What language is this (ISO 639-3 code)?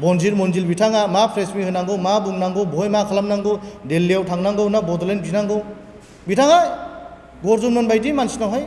brx